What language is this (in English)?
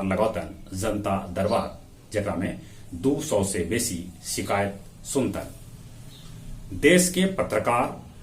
Magahi